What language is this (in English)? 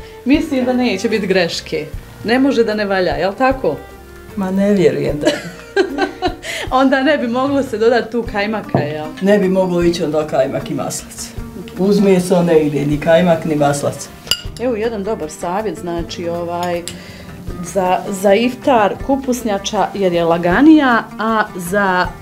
Bosnian